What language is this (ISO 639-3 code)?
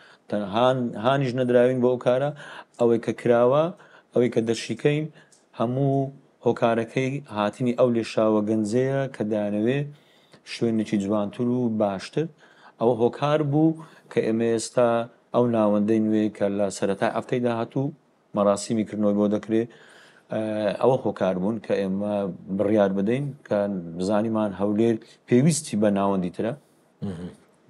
ckb